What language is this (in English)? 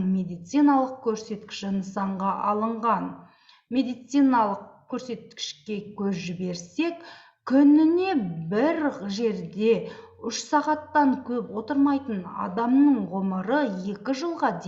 Kazakh